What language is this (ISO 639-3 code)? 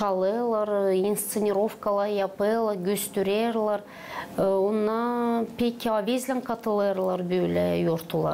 gag